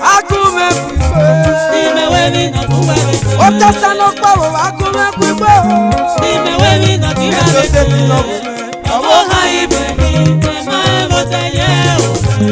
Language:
Esan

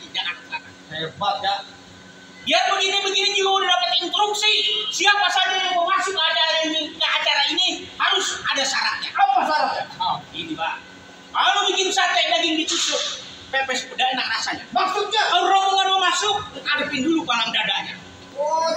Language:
Betawi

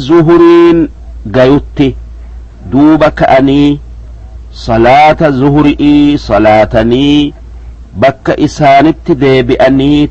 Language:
Oromo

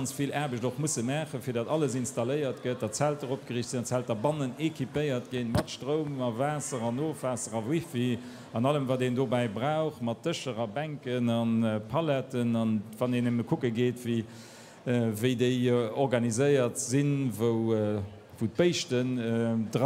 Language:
Luxembourgish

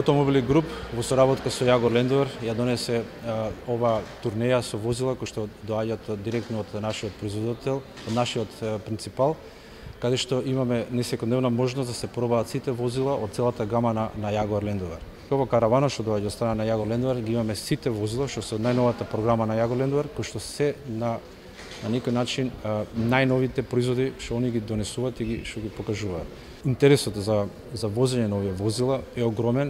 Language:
Macedonian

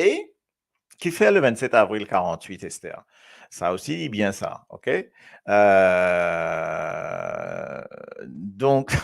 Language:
Morisyen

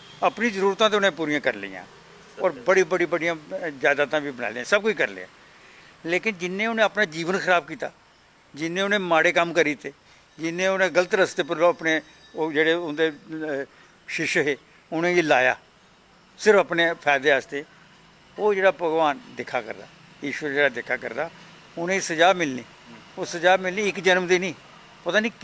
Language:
Dogri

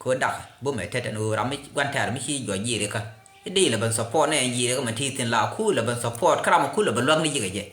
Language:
Nuer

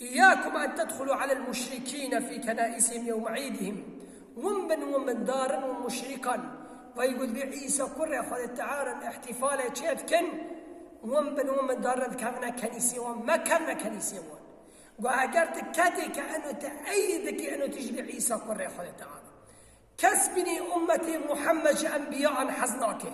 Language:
Kurdish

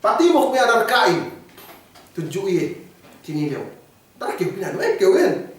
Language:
Yakan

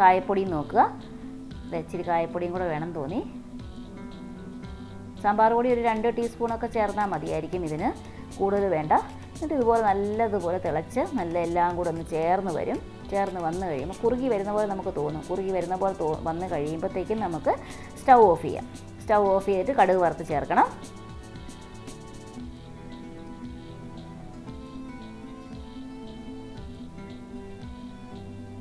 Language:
Malayalam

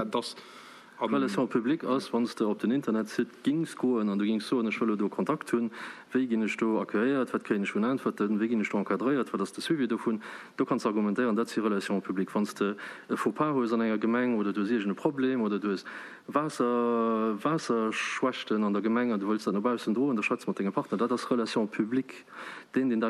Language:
Luxembourgish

